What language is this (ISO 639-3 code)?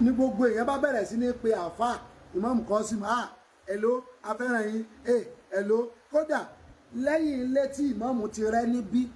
yor